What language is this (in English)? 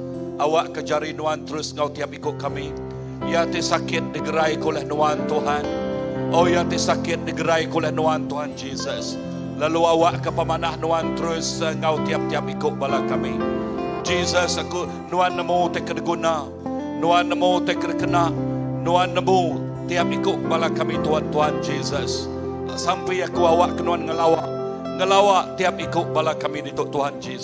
Iban